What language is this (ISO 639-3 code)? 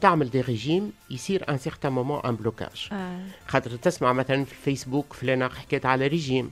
aeb